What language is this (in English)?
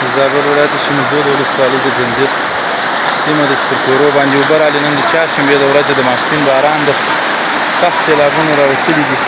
Pashto